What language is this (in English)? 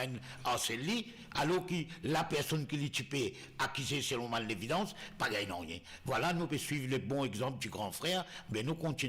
Morisyen